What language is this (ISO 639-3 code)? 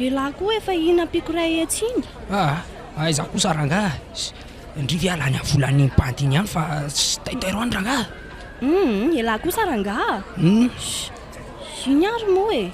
mlg